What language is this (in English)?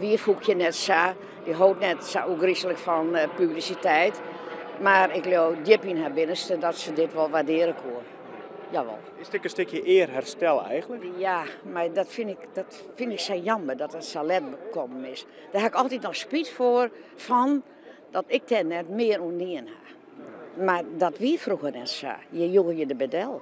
Western Frisian